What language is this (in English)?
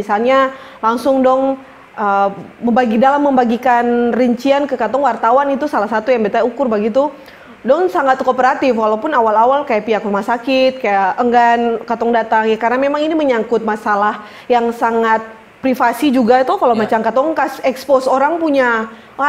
Ambonese Malay